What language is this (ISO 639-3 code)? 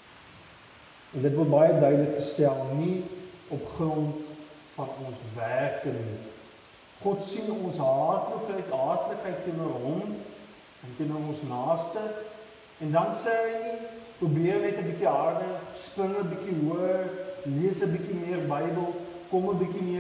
afr